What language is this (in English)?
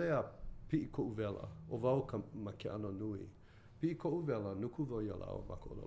Hawaiian